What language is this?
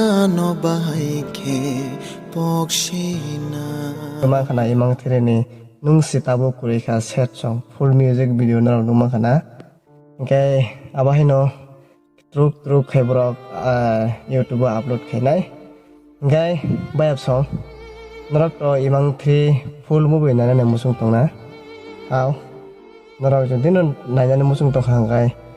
Kok Borok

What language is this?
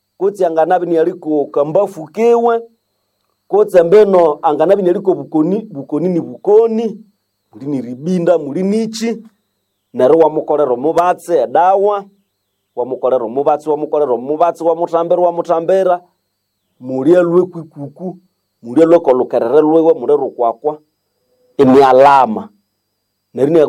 Nande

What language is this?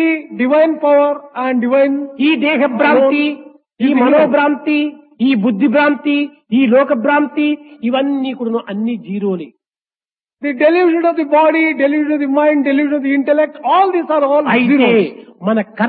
Telugu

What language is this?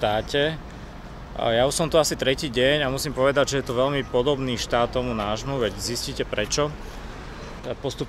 Slovak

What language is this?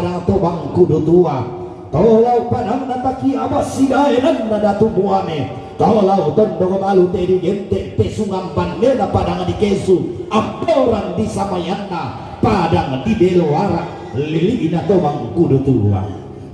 Toraja-Sa'dan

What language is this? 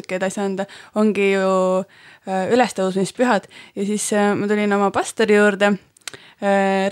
Estonian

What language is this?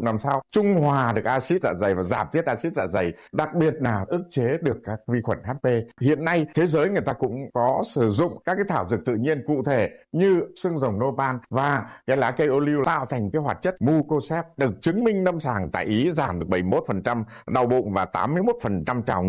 Vietnamese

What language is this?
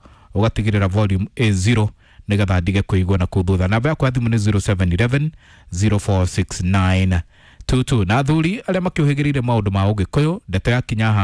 Kikuyu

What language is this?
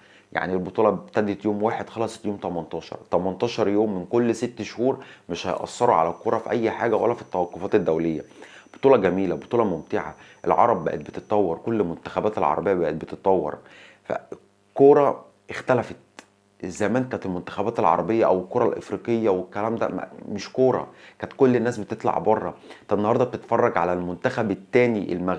Egyptian Arabic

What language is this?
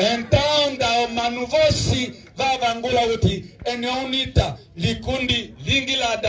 Umbundu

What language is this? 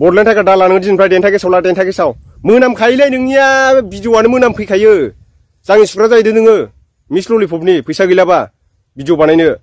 Bodo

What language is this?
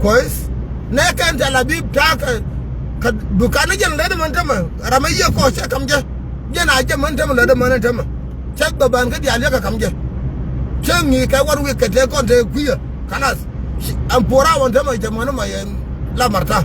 Nuer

